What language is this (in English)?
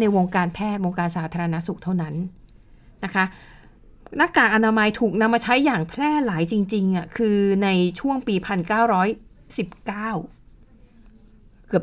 Thai